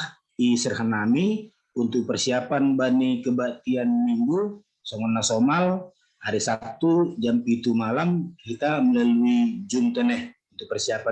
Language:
Batak Simalungun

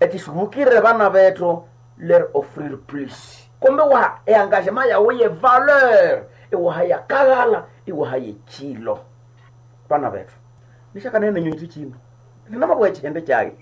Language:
Nande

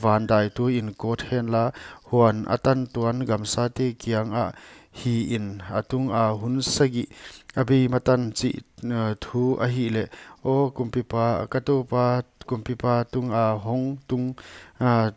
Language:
Paite Chin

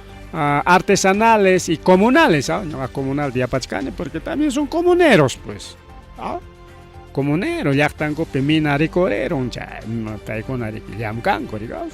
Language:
Ayacucho Quechua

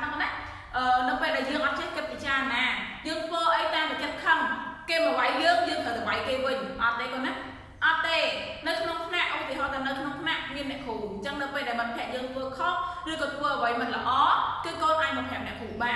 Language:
Khmer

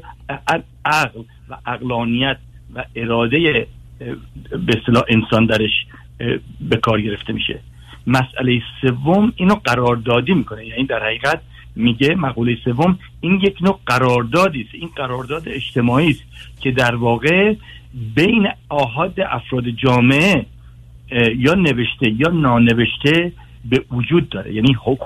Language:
Persian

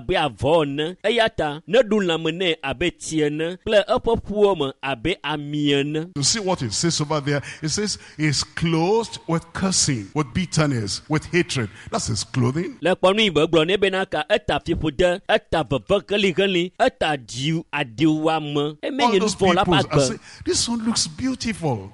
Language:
Ewe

